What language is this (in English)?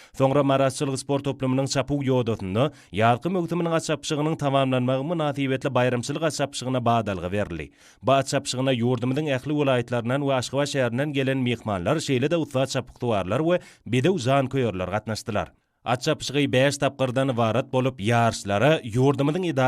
Turkmen